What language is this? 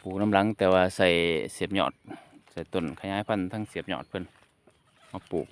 Lao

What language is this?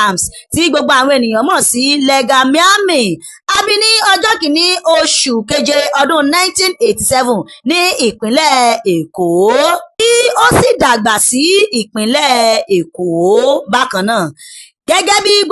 Yoruba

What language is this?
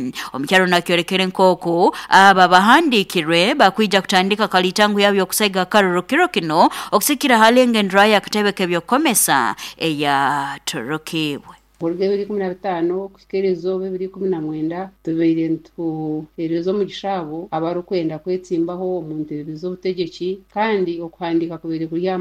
Nyoro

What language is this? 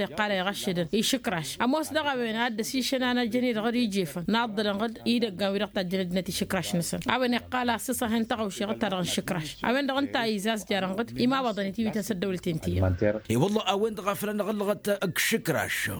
Tamasheq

